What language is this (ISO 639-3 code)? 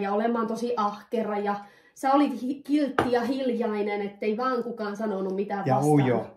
fin